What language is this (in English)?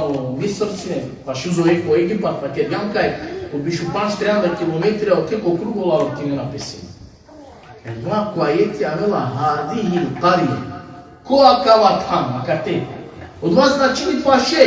Balkan Romani